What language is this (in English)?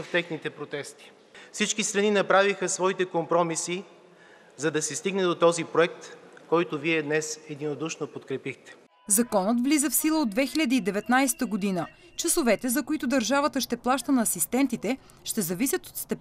Bulgarian